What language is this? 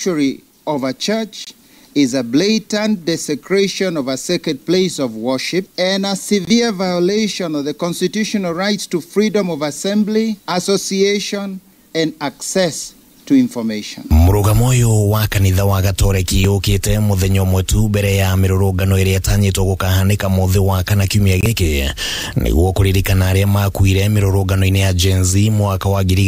Kikuyu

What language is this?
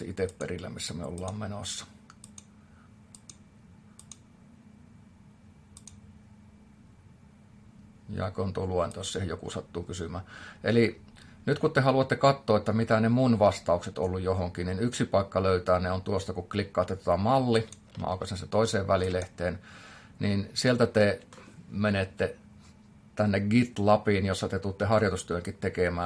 Finnish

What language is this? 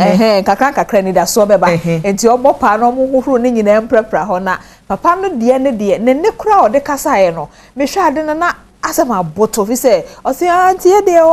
Akan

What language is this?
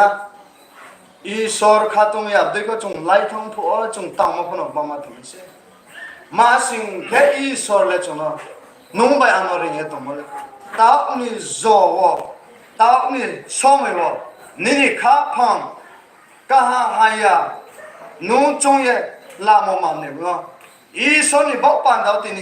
Riang (India)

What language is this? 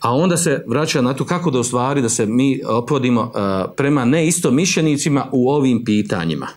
Bosnian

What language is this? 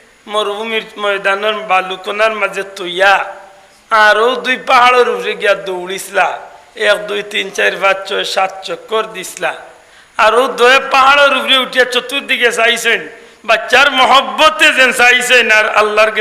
Sylheti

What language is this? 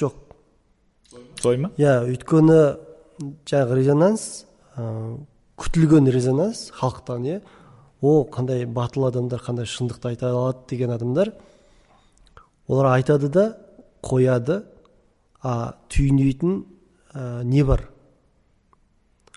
Kazakh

